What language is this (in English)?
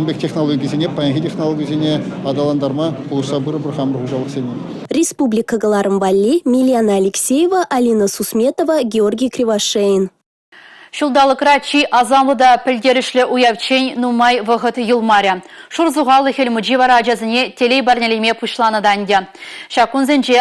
Chuvash